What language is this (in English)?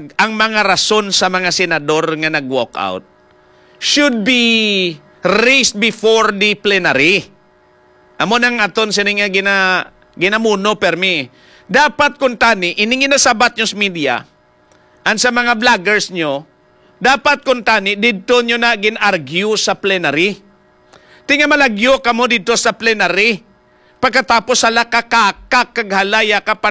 Hiligaynon